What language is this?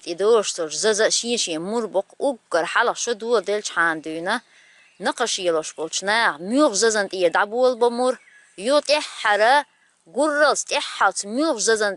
Chechen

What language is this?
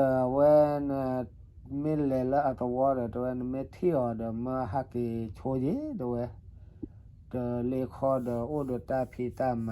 S'gaw Karen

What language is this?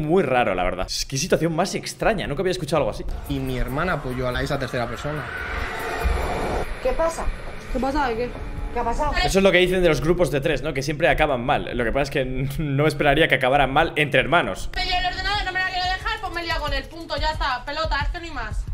Spanish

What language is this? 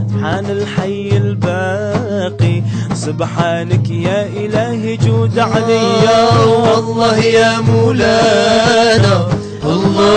Algerian Arabic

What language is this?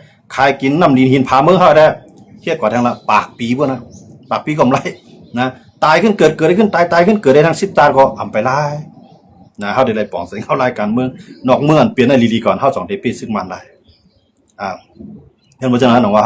Shan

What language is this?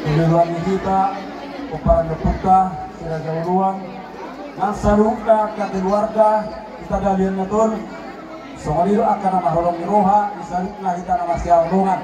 Batak Toba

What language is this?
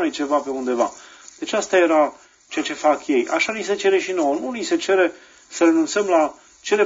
Romanian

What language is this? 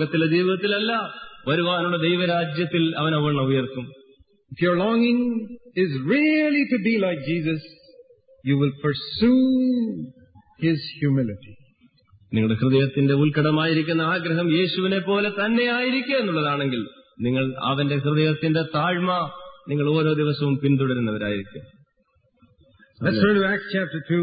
Malayalam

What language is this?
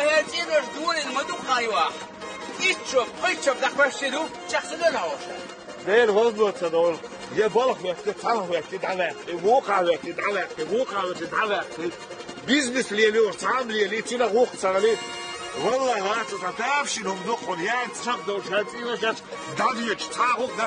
Chechen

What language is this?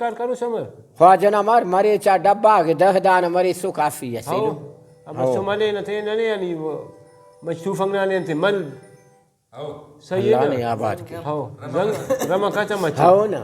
Brahui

